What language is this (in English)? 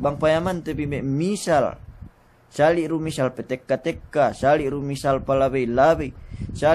Yakan